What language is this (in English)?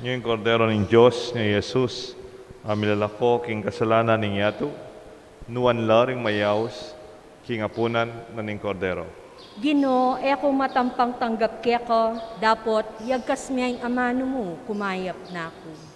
Pampanga